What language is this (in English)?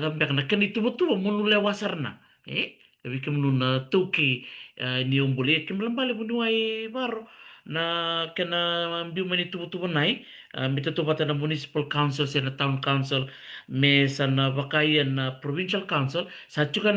Fijian